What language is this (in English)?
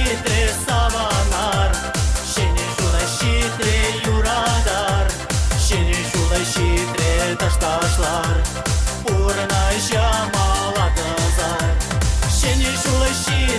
Chuvash